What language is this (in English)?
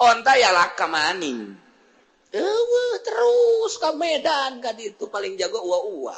Sundanese